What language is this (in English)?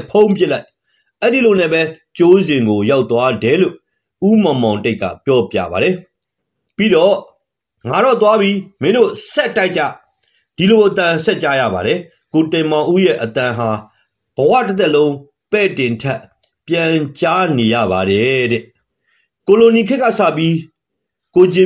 Burmese